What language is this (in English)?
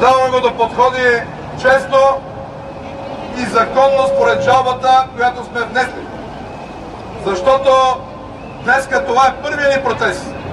Bulgarian